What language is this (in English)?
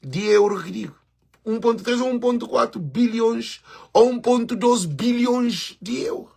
Kabuverdianu